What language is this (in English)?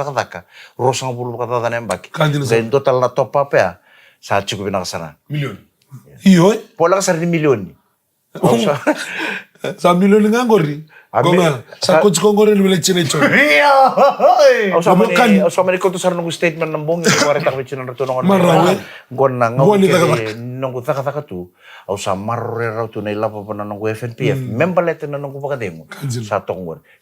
Fijian